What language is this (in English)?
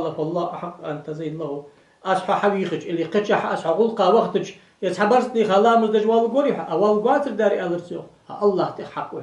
Ingush